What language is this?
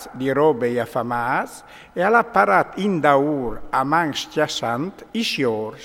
Friulian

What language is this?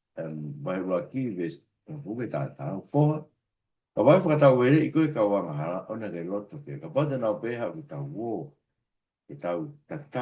Tongan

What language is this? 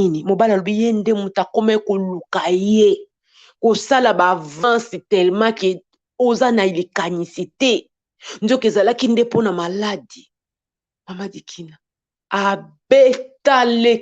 Lingala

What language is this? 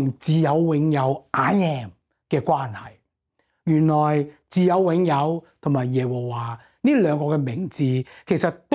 Cantonese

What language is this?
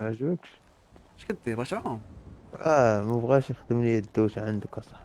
Moroccan Arabic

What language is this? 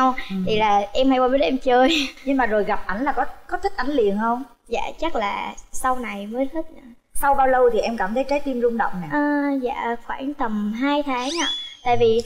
Vietnamese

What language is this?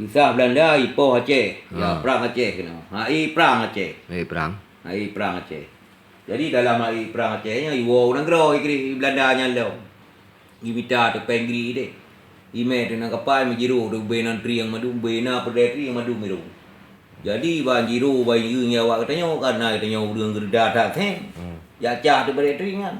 Achinese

